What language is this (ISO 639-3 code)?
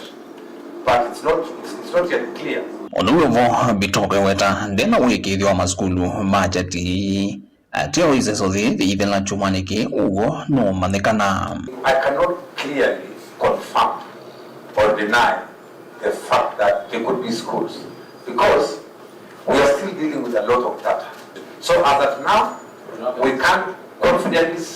kam